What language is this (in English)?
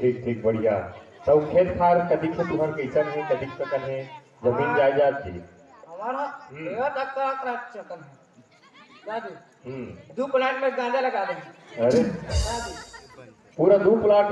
Chhattisgarhi